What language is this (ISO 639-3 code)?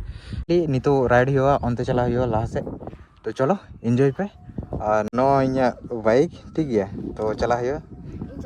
sat